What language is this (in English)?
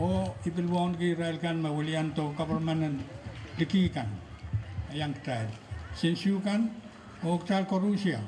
Pohnpeian